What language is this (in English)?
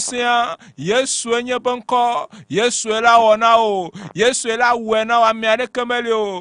Ewe